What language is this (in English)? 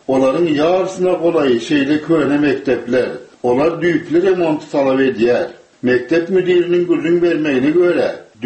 Turkmen